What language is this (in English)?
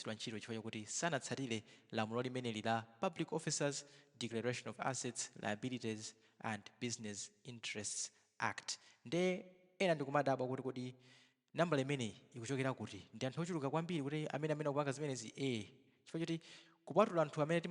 Nyanja